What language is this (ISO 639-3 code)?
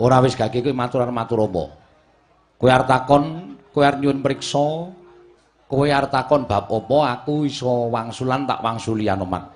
jav